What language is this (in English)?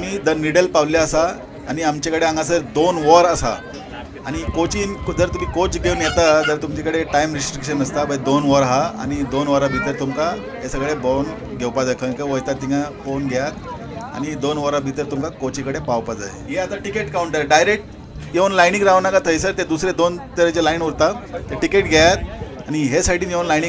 Konkani